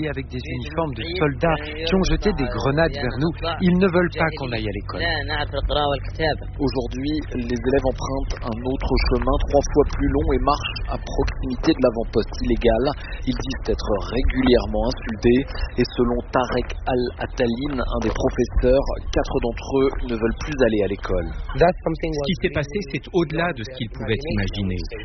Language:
French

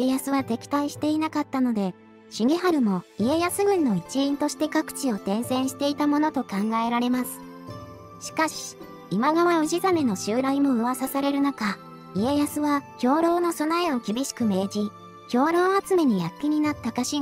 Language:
Japanese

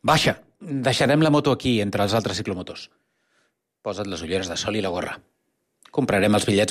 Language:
Catalan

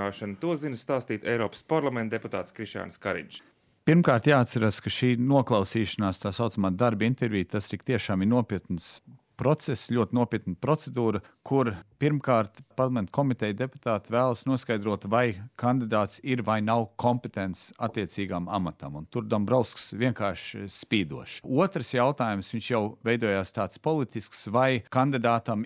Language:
Latvian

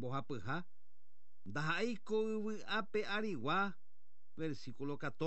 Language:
Guarani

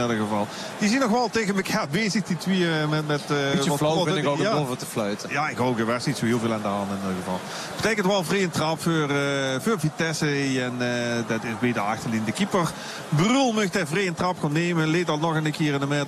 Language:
Dutch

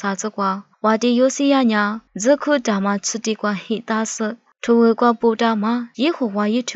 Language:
Lisu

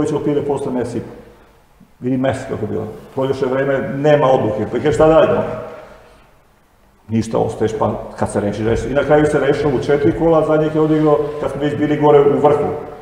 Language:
Serbian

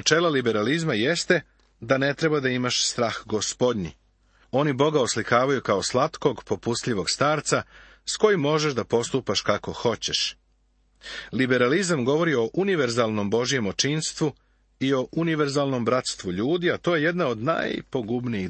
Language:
Serbian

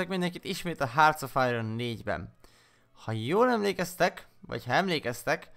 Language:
Hungarian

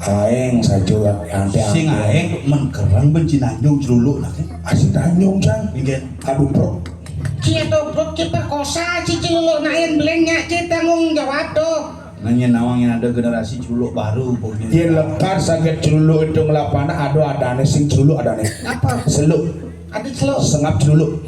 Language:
Balinese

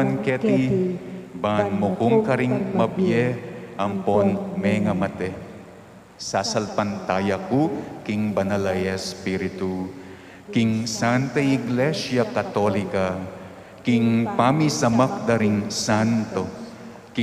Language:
Pampanga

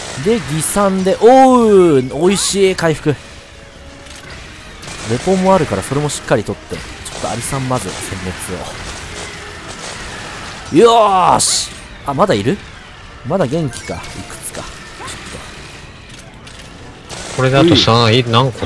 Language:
Japanese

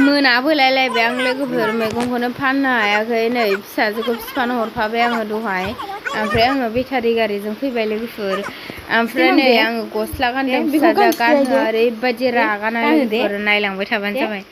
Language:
Bodo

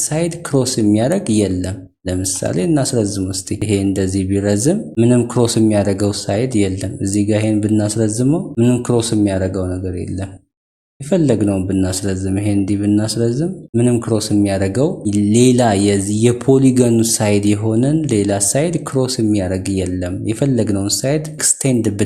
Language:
Amharic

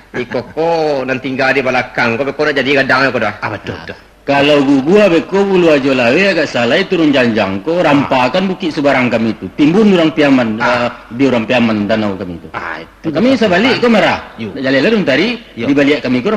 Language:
Minangkabau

